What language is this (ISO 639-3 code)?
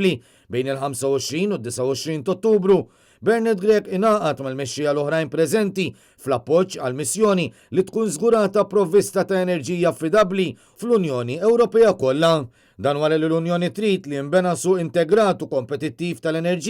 mlt